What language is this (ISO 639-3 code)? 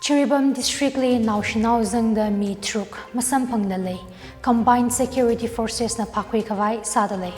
nmf